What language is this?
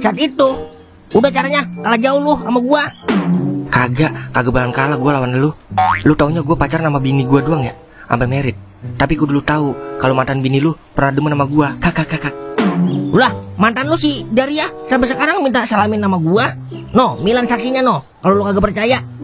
Betawi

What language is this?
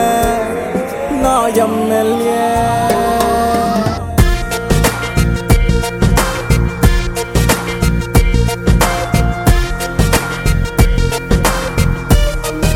Telugu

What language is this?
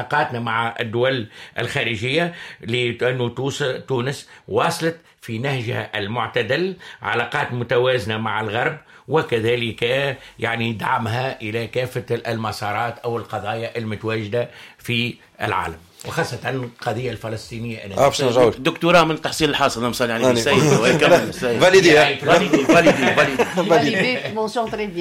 Tunisian Arabic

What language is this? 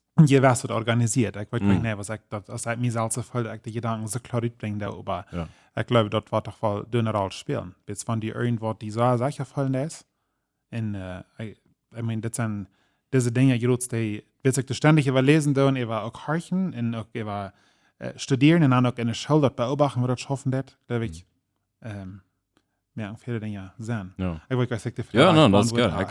Plautdietsch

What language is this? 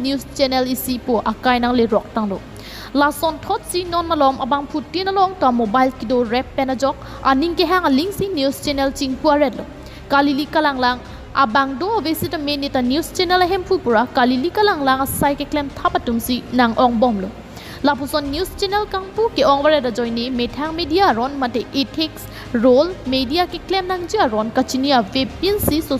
Karbi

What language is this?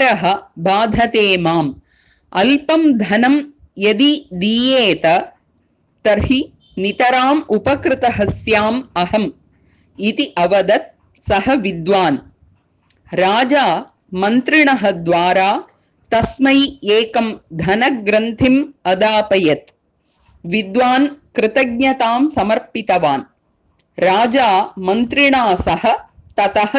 Sanskrit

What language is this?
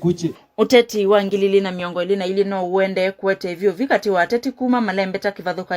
Kamba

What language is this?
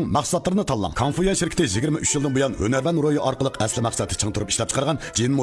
Uyghur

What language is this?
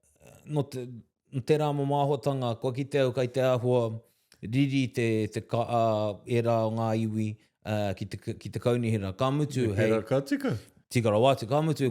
Māori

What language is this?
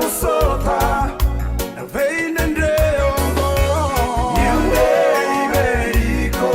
Fijian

